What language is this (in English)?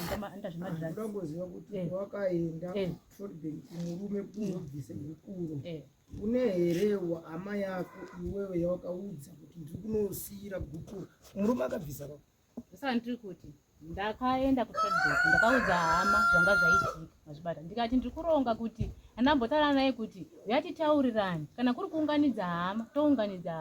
Shona